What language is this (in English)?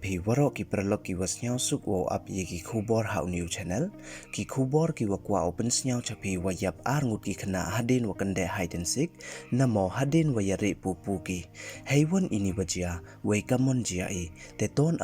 Pnar